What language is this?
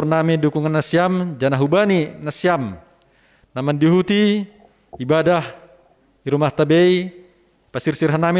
Batak Simalungun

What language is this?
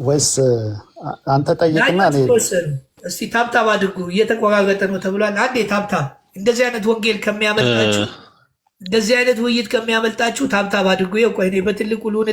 Amharic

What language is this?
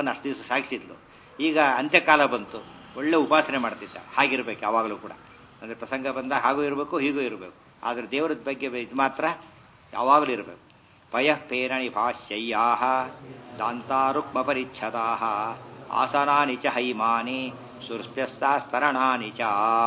Kannada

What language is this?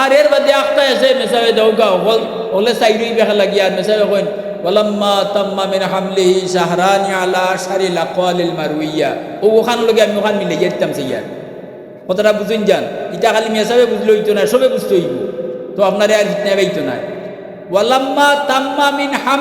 Sylheti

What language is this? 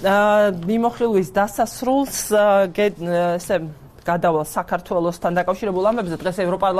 Georgian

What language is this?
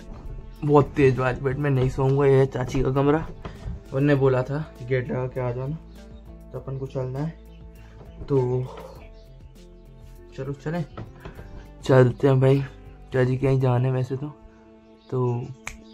Hindi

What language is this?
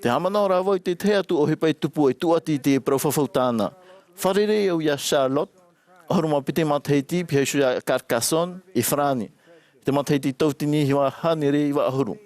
Tahitian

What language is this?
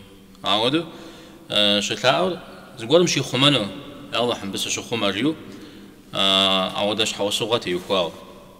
Kabardian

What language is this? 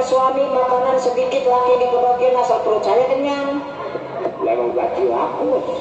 Betawi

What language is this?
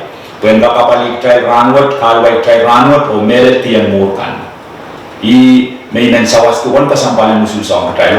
Pohnpeian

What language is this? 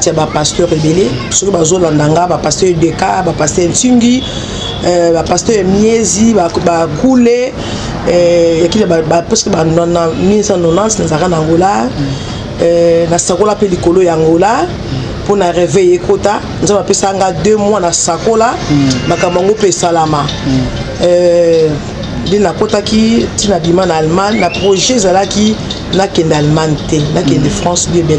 Lingala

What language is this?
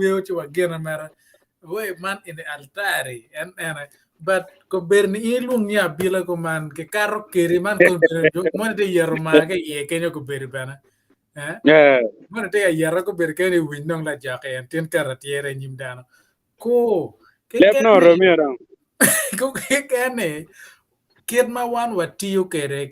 Acoli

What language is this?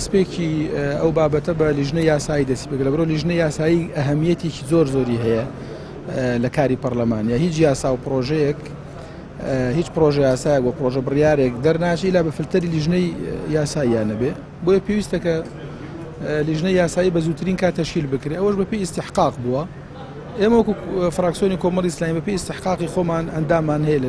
Central Kurdish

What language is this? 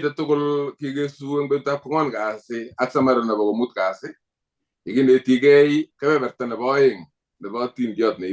Kalenjin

